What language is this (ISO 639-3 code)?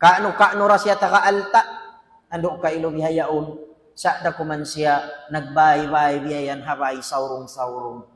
tsg